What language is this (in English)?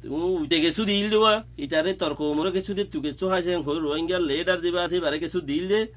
Rohingya